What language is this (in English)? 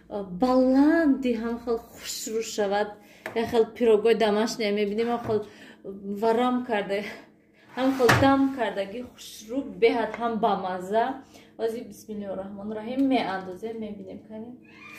Tajik